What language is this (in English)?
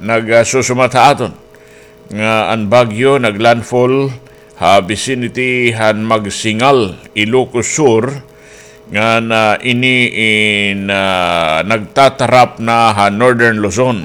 Waray